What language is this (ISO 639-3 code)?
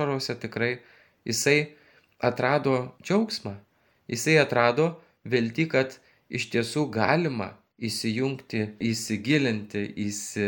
lit